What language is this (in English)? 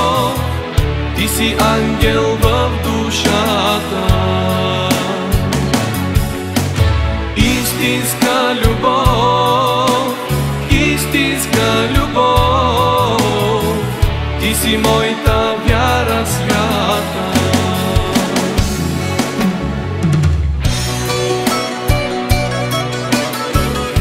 Bulgarian